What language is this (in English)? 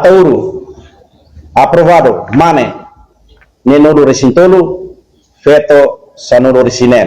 Tetum